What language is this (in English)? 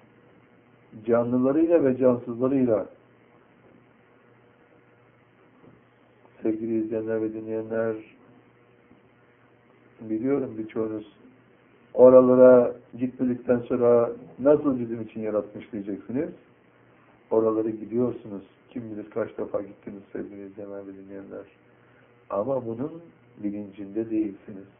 Turkish